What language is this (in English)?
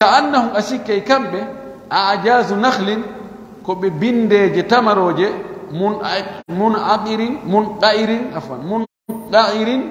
Pular